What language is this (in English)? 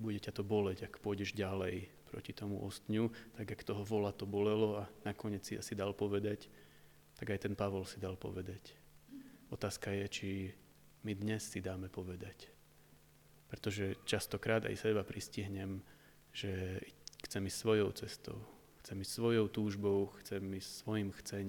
Slovak